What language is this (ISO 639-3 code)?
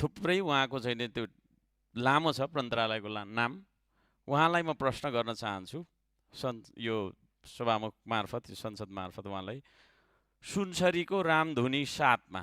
nep